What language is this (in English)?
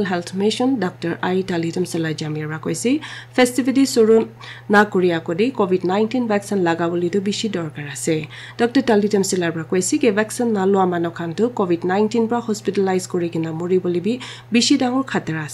Naga Pidgin